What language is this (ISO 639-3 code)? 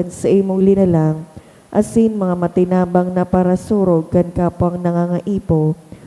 bik